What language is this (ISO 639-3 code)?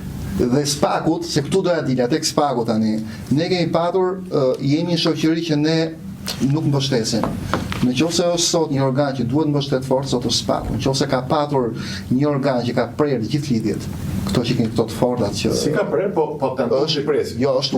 sqi